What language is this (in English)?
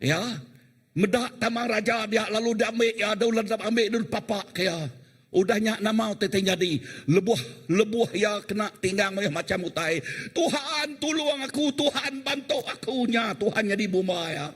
Iban